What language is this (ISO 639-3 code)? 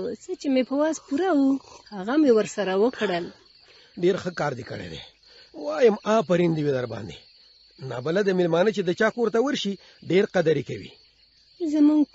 pus